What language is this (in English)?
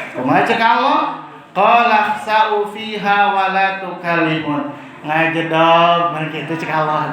Sundanese